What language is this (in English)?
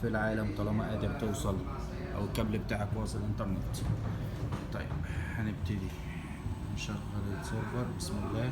Egyptian Arabic